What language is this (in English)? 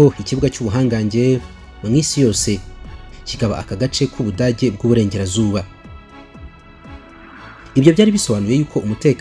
Kinyarwanda